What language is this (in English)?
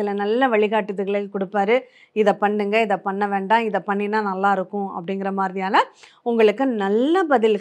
Tamil